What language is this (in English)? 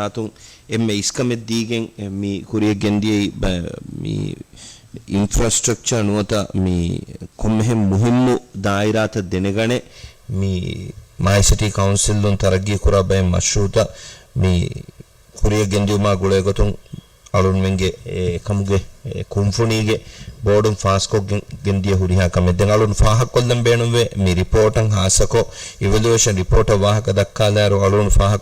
Divehi